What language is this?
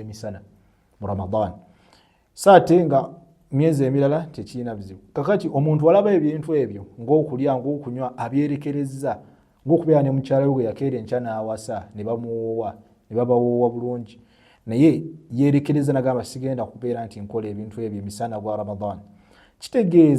Ganda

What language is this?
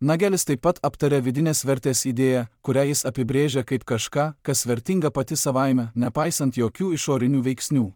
Lithuanian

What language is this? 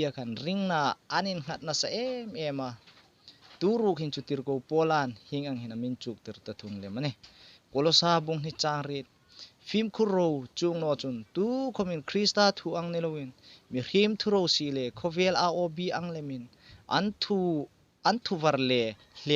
Hmar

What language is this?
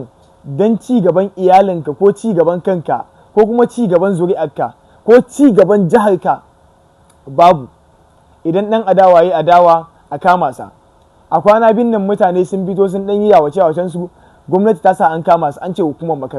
Hausa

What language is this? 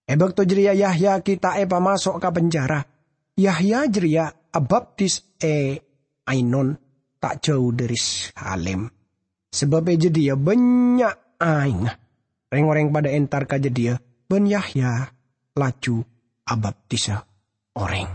Madurese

